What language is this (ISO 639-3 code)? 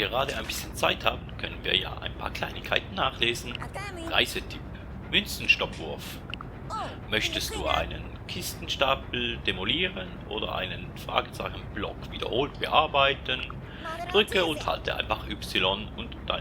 gsw